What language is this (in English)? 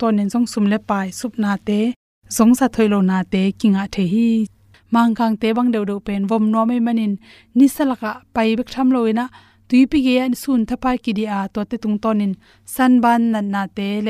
Tedim Chin